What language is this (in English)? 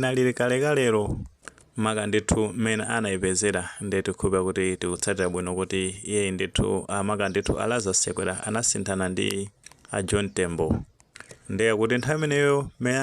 Nyanja